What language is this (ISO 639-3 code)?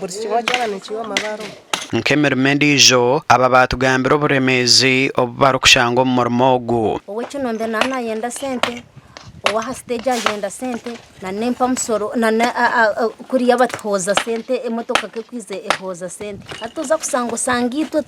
nyn